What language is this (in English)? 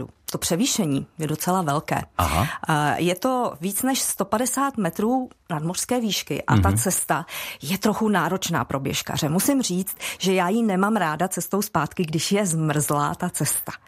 Czech